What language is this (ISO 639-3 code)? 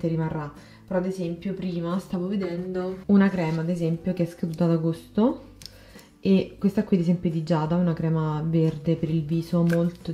ita